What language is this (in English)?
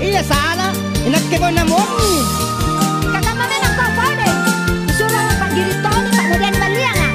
Makasar